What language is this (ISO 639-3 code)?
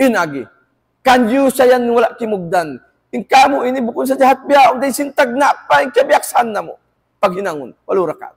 tsg